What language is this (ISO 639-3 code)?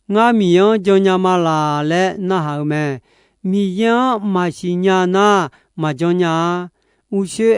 ahk